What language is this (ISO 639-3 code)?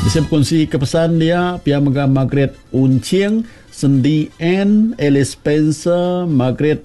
iba